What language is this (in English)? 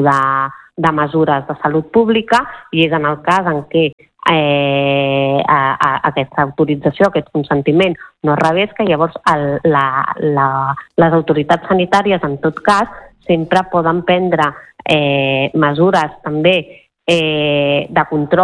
Catalan